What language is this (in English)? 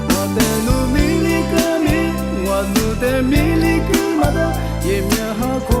Lisu